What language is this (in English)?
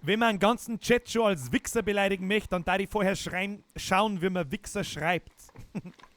Bavarian